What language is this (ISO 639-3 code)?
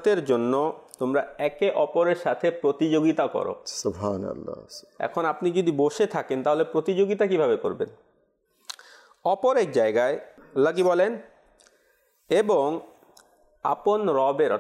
ben